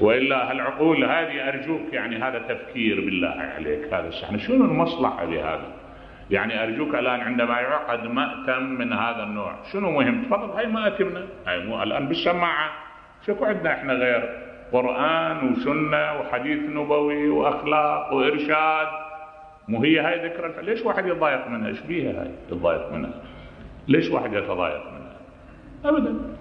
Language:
Mesopotamian Arabic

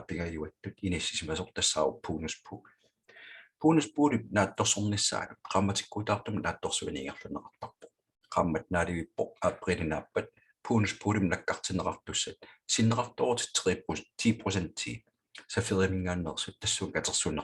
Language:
Kalaallisut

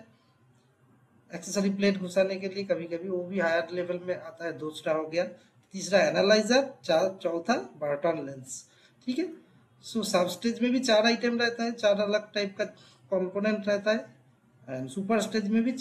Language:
Hindi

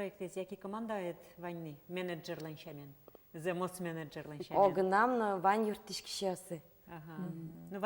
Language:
Udmurt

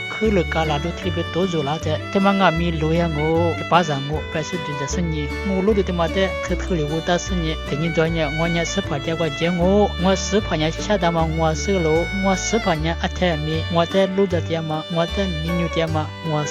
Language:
Lisu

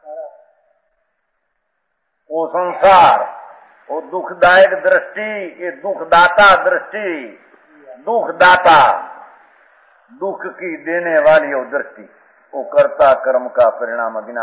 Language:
Hindi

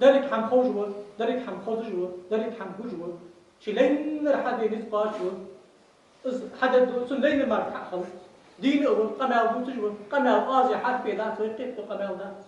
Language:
Ingush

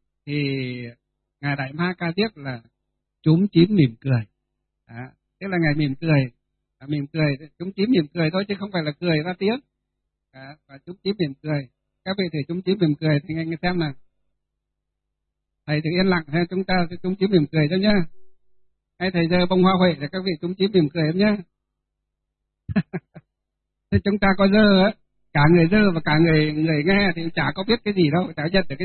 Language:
Vietnamese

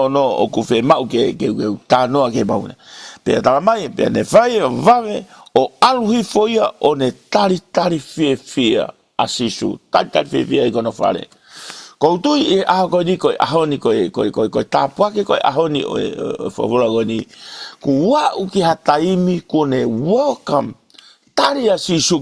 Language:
Tongan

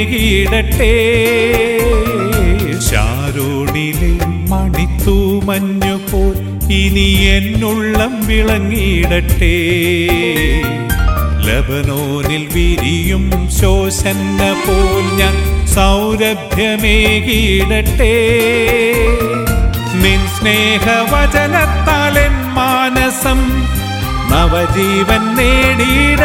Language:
Malayalam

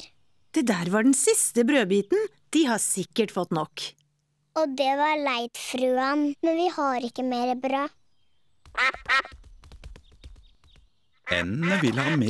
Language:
Norwegian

